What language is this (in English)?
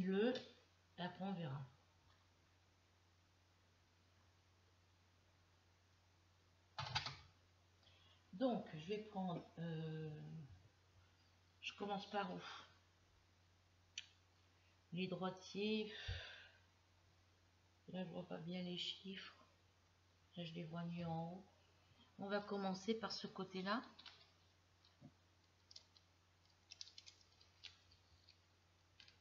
French